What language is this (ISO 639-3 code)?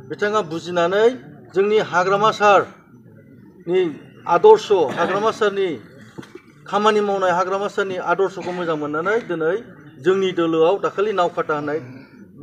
brx